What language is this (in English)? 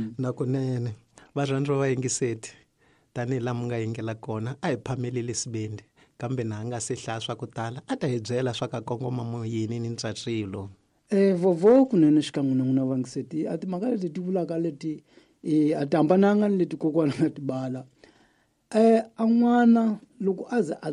Tsonga